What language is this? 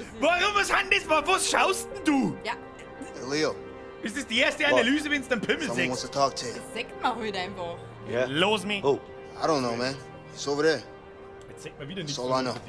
Bavarian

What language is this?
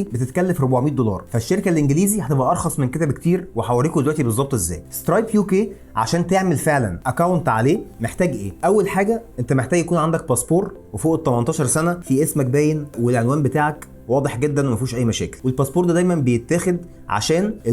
Egyptian Arabic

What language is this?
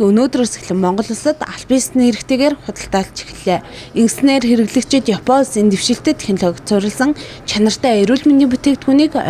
Mongolian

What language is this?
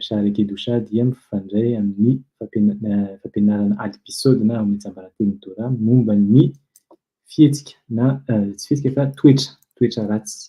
Malagasy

